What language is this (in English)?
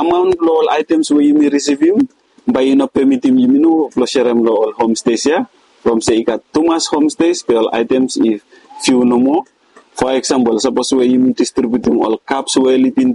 Bislama